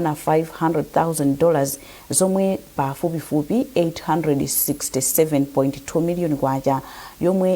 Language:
Nyanja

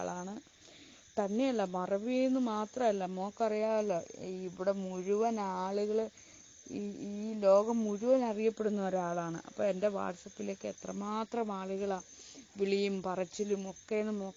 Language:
Malayalam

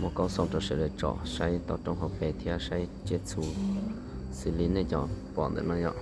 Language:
Hmong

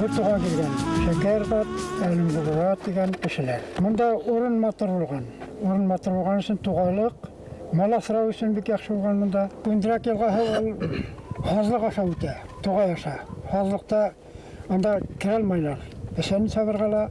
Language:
Bashkir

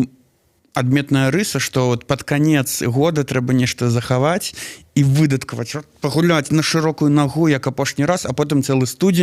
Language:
Belarusian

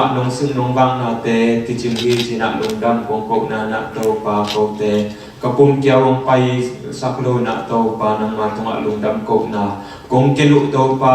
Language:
Tedim Chin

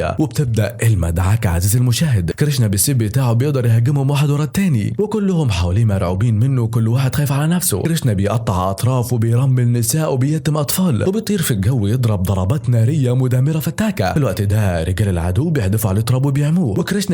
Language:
Egyptian Arabic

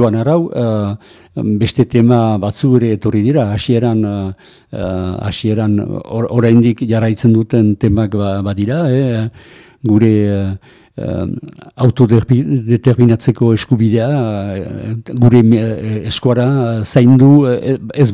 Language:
Basque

